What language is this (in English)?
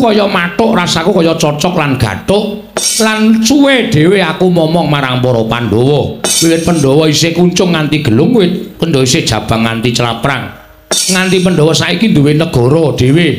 Javanese